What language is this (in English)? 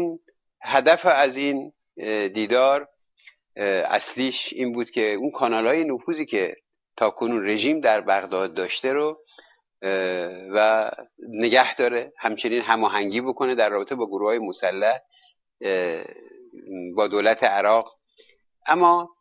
Persian